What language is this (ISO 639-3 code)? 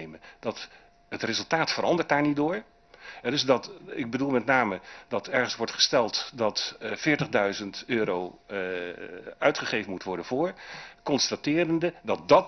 nld